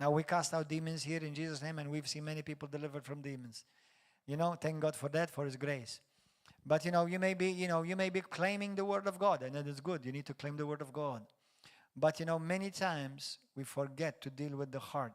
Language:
English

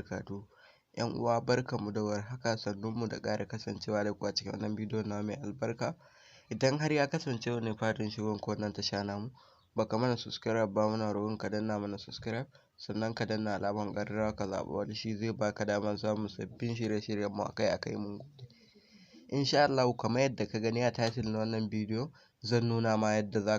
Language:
Hausa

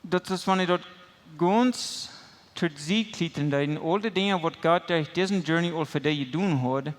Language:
Plautdietsch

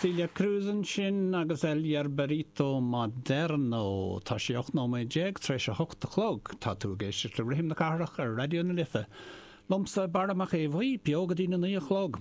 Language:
Irish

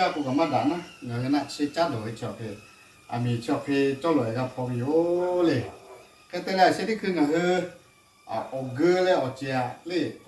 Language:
Lahu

